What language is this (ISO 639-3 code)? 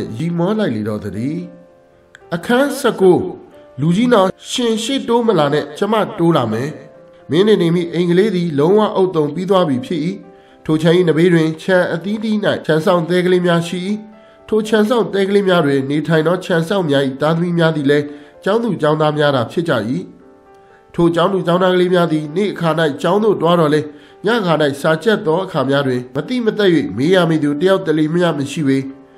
mya